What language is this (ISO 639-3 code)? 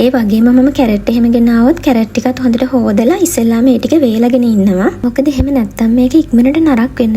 sin